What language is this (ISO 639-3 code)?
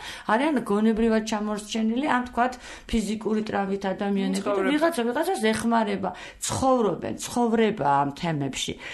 kat